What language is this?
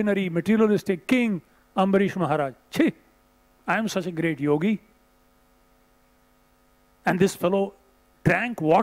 English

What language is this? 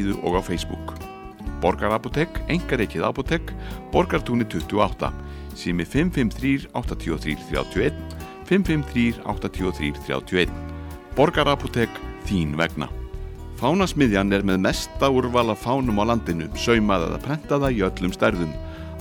Icelandic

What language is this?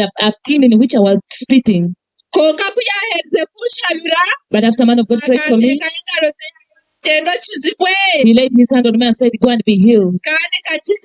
Nyankole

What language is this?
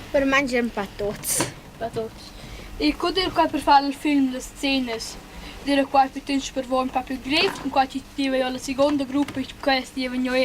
Romansh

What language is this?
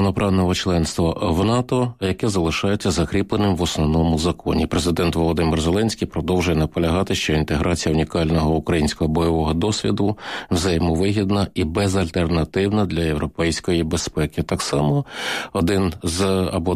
Ukrainian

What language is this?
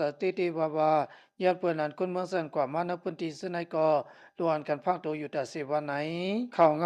Lao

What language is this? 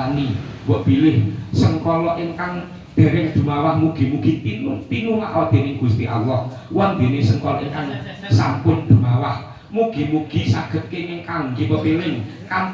Javanese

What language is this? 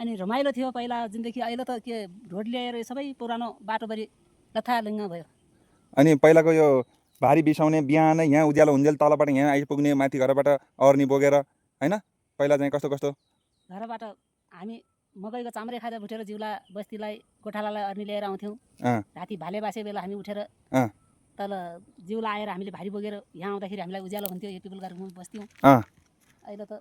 Nepali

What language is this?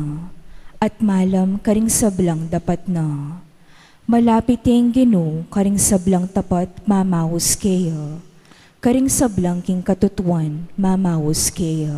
Pampanga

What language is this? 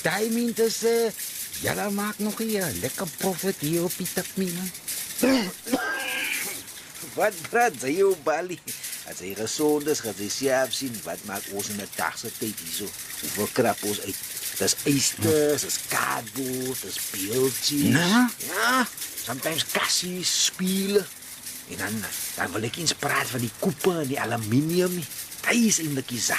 Afrikaans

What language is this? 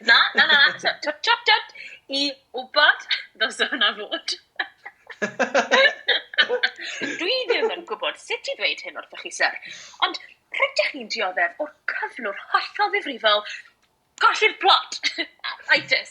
Welsh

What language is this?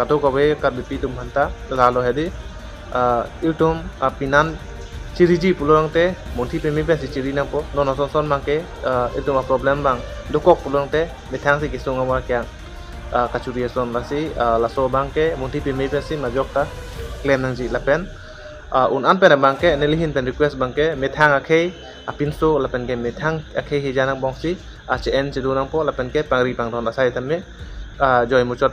Karbi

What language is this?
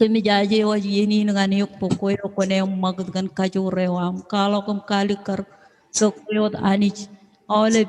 Marshallese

